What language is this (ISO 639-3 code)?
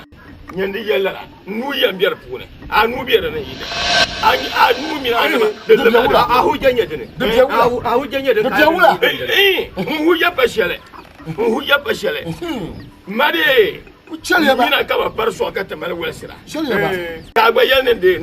dag